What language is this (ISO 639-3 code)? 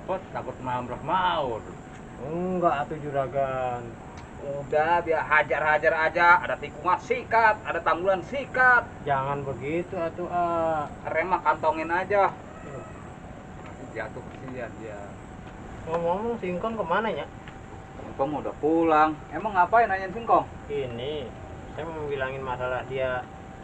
bew